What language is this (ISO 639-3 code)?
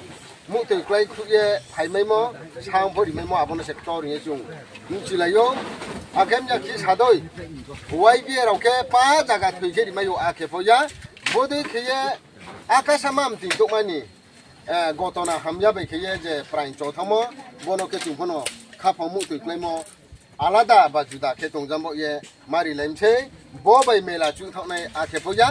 ria